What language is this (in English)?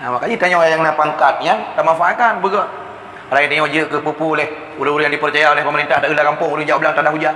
Achinese